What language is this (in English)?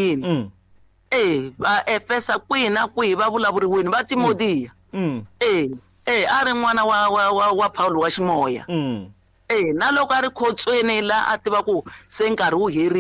Tsonga